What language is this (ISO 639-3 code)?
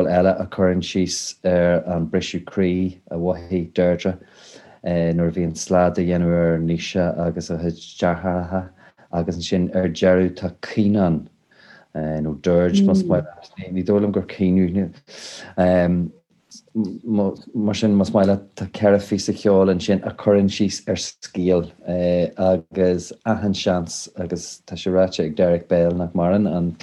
gle